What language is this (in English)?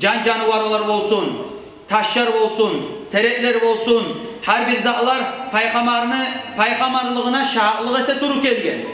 Kumyk